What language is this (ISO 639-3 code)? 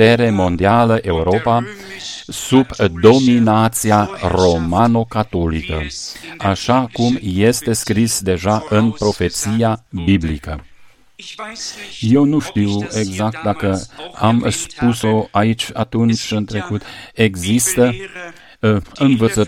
ron